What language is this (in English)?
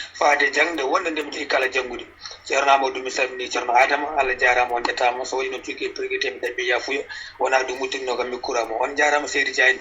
Fula